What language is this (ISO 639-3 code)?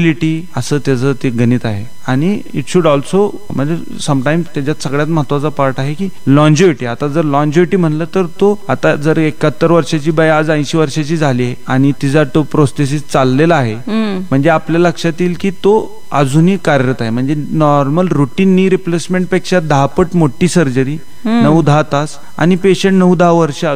mar